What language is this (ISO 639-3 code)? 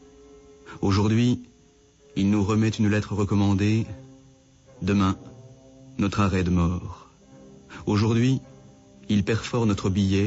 fra